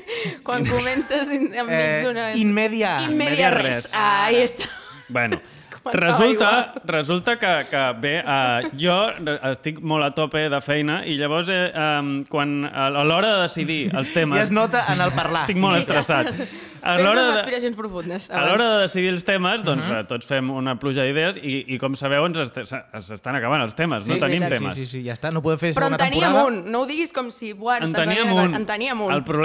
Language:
Catalan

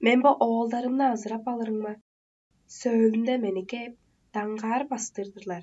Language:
Tuvinian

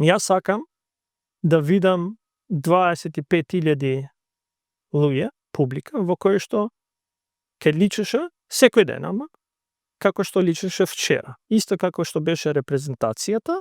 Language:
Macedonian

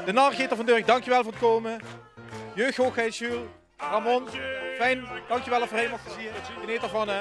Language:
Limburgish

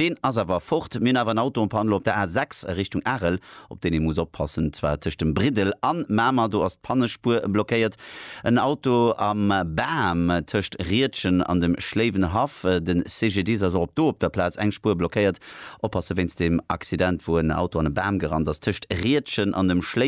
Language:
Luxembourgish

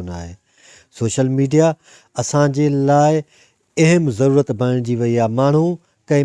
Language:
Sindhi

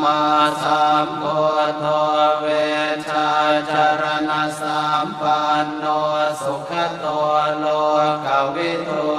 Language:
Pali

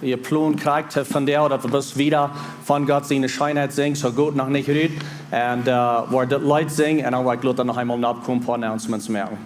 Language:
Plautdietsch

